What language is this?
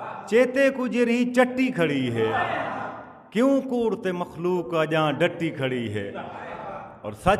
Saraiki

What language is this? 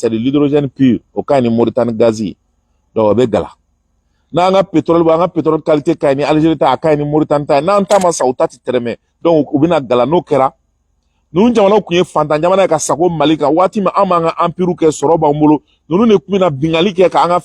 Bambara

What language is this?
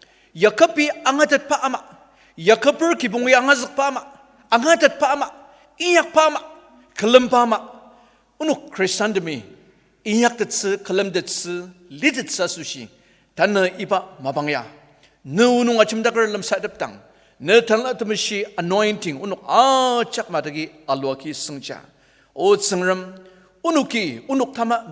Ao Naga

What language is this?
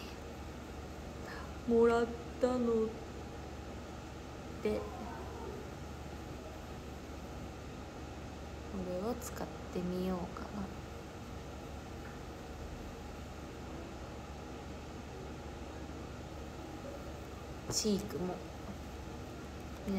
Japanese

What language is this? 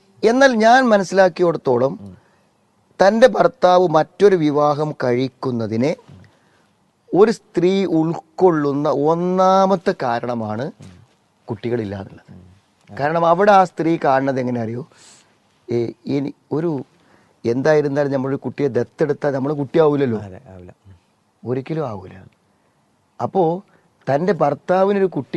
Malayalam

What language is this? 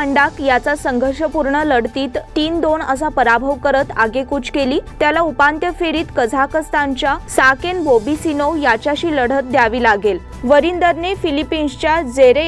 Marathi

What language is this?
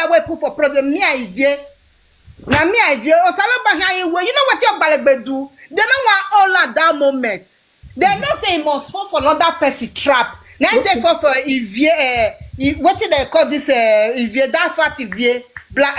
Nigerian Pidgin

